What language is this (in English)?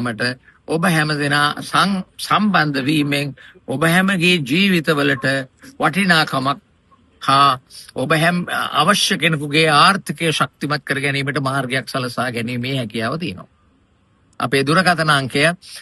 Sinhala